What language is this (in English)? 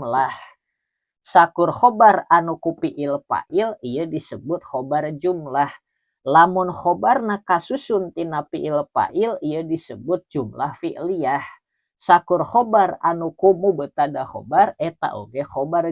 Sundanese